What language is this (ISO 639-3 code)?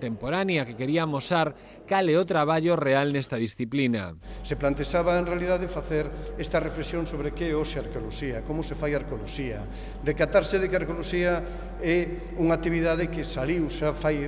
glg